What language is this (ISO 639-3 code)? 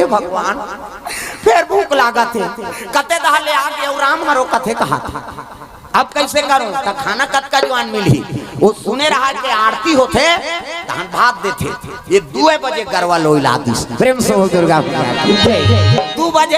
hne